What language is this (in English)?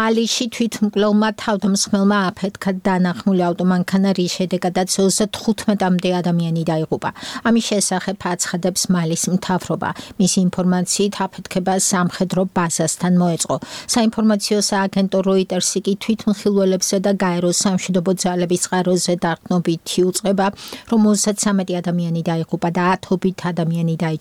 Georgian